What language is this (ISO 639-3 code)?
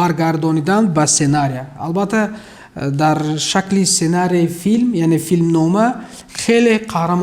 tgk